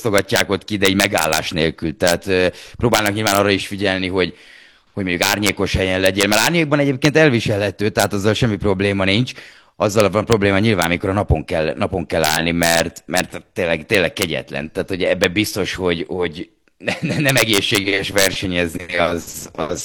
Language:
Hungarian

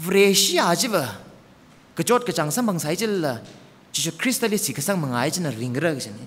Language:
Tangkhul Naga (India)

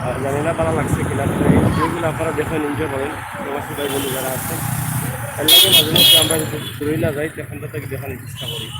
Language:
Sylheti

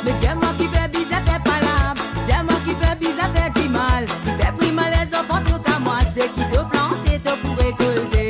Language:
Morisyen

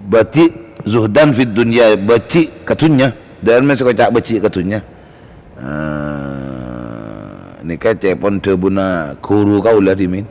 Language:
Madurese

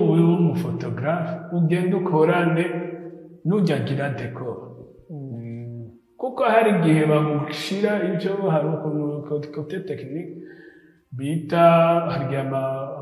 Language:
Rundi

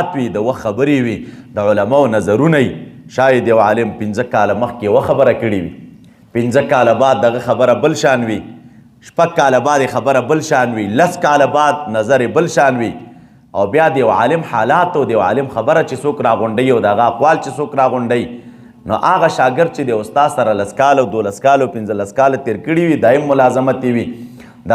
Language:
Pashto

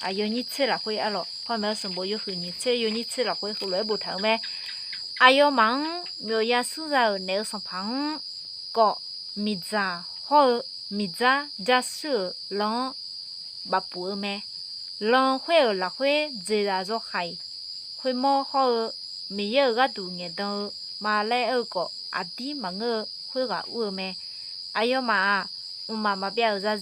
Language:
Akha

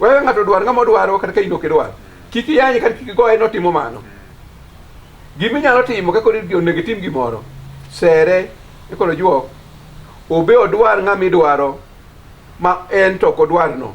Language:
Luo (Kenya and Tanzania)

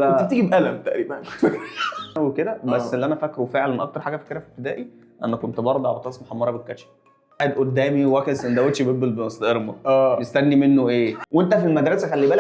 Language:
Egyptian Arabic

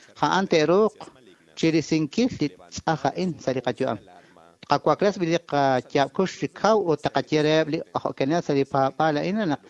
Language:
Kekchí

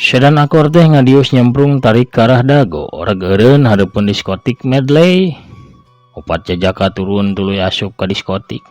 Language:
Sundanese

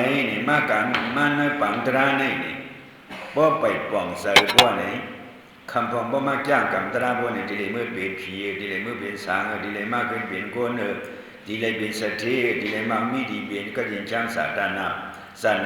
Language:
Shan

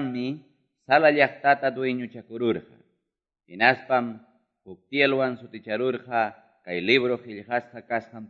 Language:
Quechua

